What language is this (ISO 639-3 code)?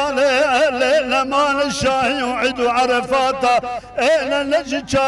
kur